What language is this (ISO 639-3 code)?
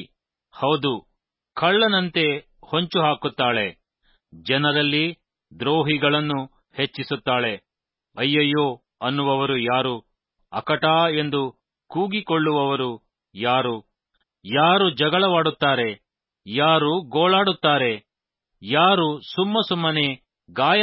kan